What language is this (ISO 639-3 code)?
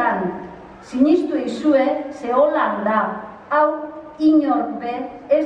eus